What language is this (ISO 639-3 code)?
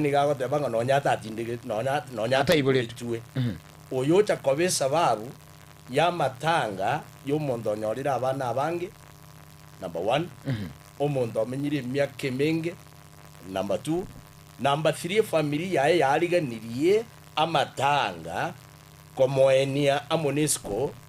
guz